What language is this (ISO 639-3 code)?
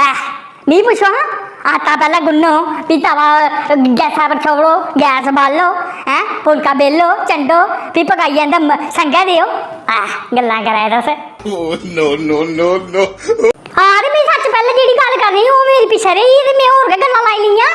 doi